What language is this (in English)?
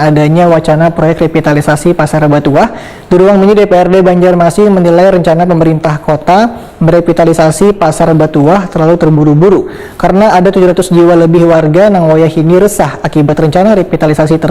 Banjar